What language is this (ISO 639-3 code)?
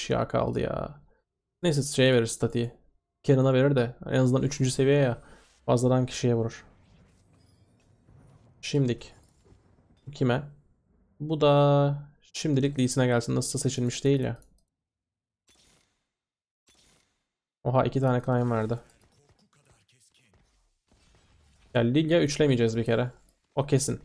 tur